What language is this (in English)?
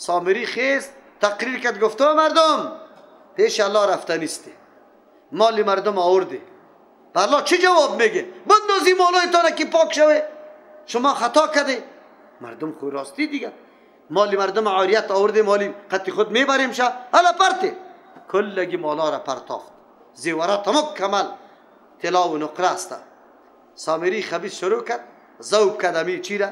Persian